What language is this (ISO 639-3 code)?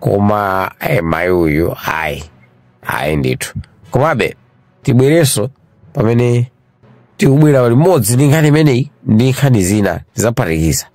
nya